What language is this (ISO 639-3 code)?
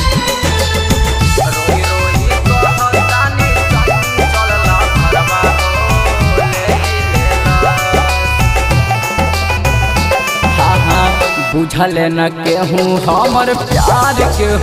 bho